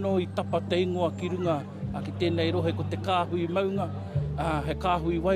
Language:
Māori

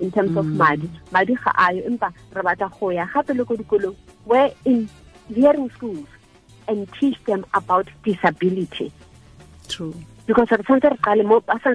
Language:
Tswana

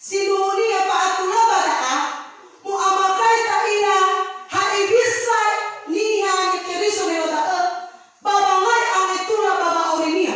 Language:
Nias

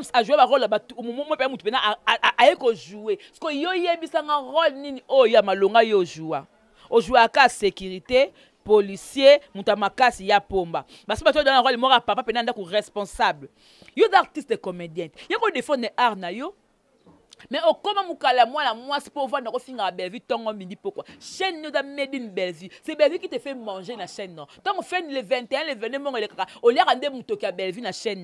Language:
Lingala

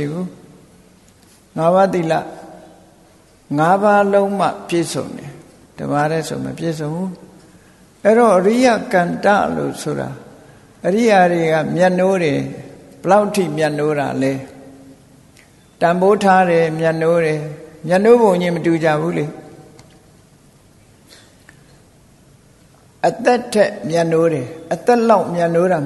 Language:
Burmese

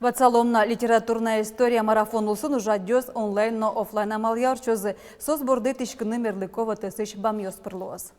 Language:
Udmurt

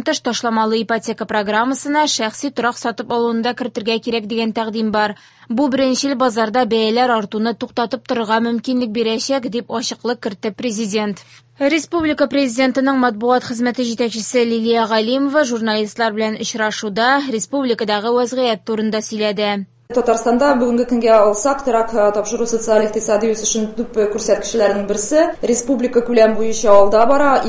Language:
Tatar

